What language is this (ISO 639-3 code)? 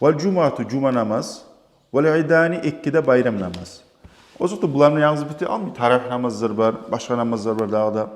kum